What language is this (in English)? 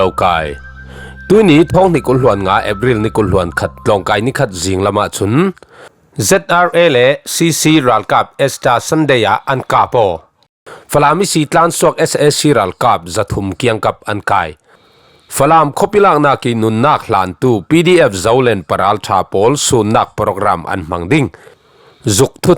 Falam Chin